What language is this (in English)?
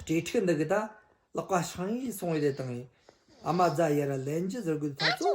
Tibetan